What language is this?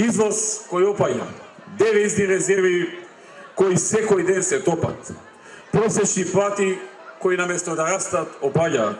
Macedonian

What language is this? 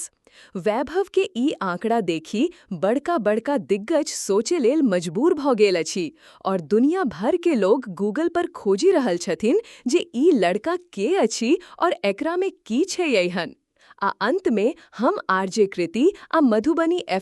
Maithili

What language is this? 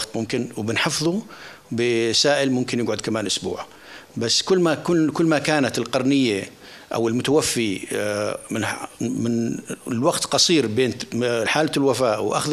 North Levantine Arabic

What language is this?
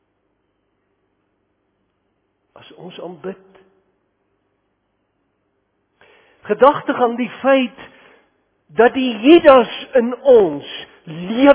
Afrikaans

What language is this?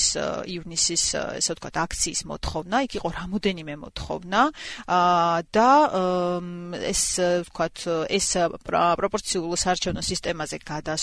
Georgian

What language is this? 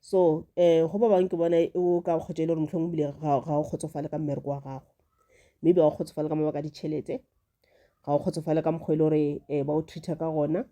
Northern Sotho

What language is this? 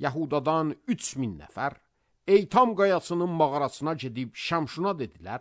Azerbaijani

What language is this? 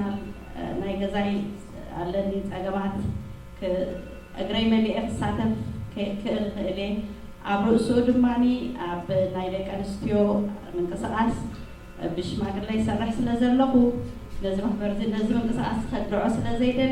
Tigrinya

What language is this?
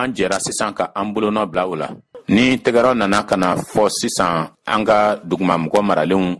Bambara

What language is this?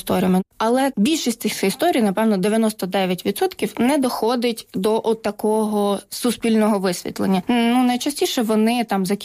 Ukrainian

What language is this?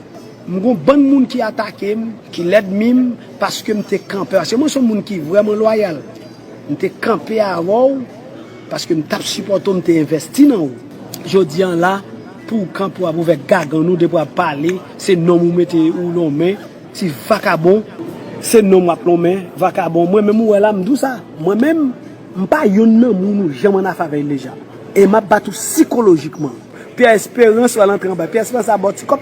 Haitian Creole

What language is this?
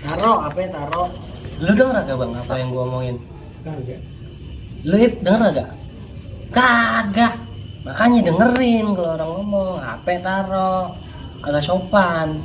Betawi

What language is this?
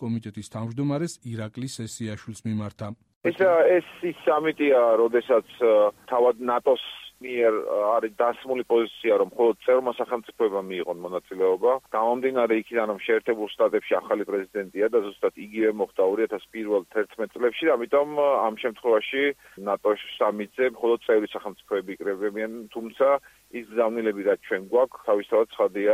Georgian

